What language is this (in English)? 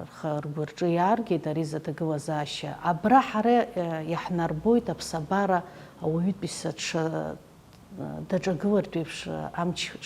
Abkhazian